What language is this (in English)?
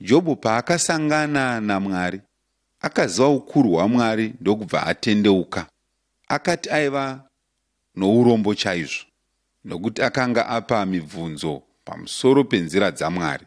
Shona